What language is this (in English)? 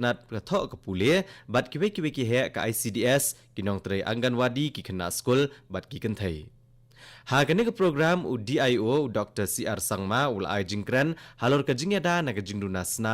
Khasi